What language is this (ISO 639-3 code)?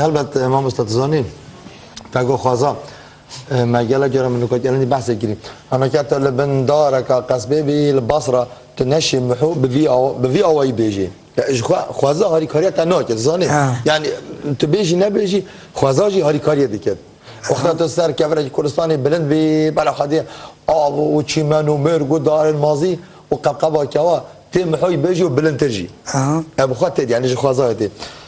kur